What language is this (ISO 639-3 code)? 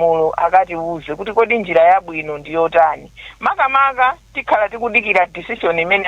nya